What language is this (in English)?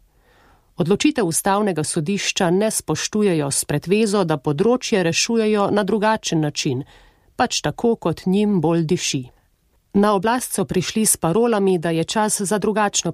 Slovenian